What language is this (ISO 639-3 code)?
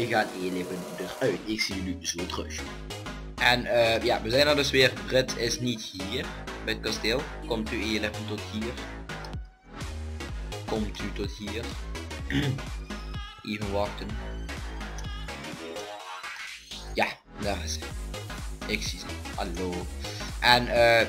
nld